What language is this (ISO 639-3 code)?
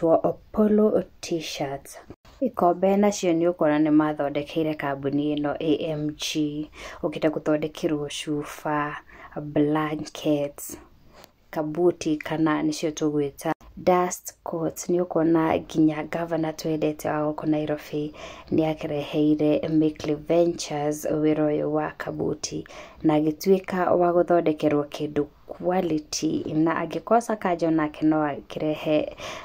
kik